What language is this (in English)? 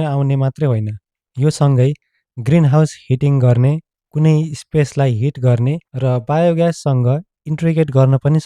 Nepali